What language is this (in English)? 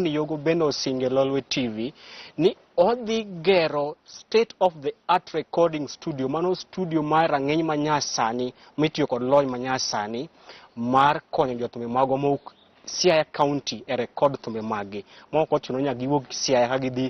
Luo (Kenya and Tanzania)